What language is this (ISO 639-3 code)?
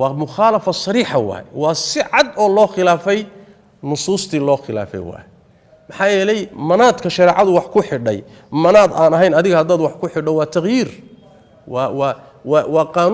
som